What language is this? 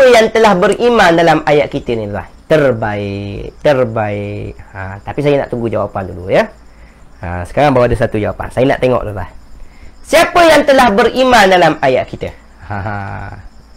Malay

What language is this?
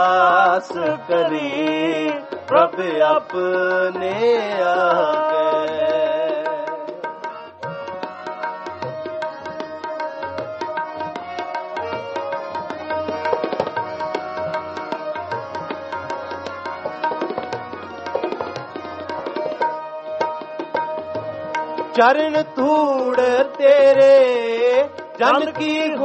Punjabi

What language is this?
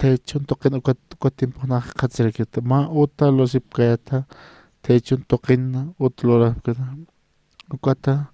Aymara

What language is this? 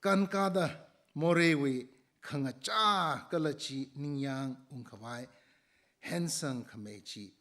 Tangkhul Naga (India)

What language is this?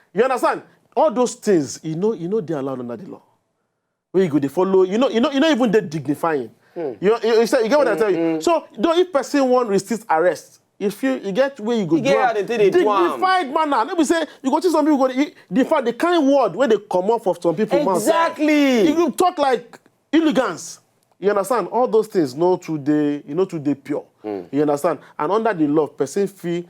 Nigerian Pidgin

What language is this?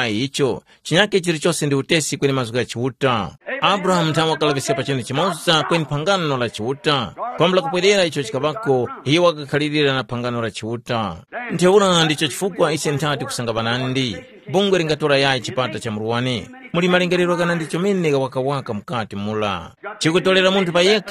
Tumbuka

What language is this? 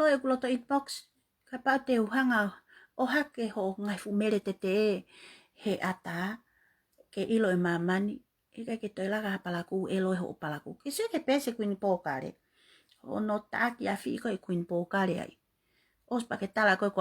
Tongan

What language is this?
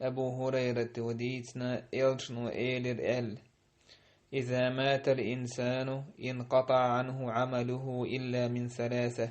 Chechen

